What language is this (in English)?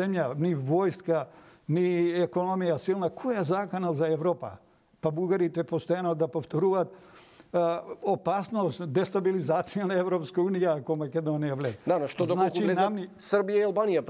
Macedonian